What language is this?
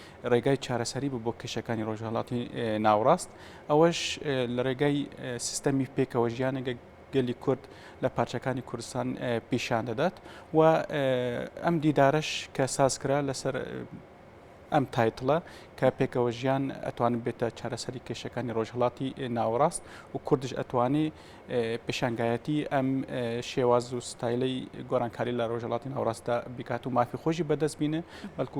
Central Kurdish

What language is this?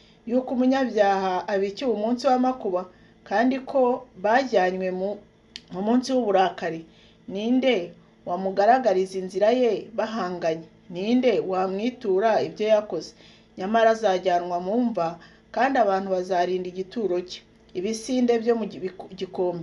Kinyarwanda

